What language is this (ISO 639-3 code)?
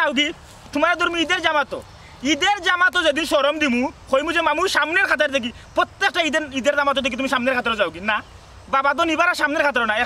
syl